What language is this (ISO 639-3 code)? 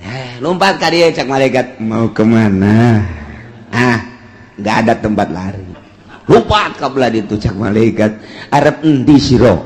sun